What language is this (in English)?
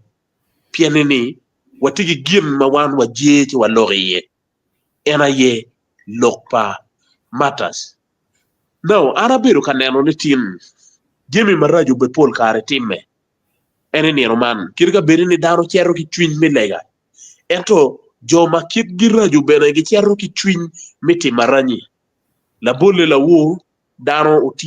Acoli